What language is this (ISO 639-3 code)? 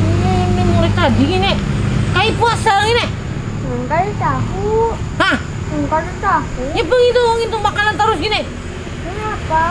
bjn